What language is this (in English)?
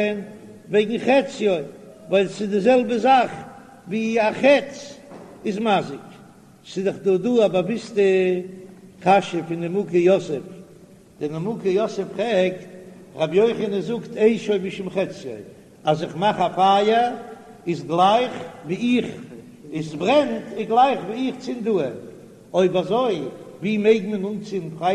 Yiddish